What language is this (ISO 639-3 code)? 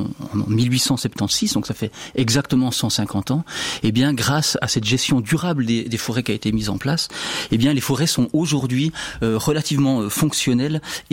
fra